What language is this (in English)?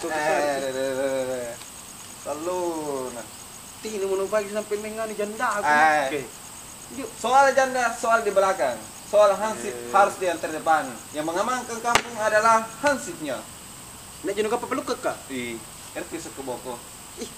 Makasar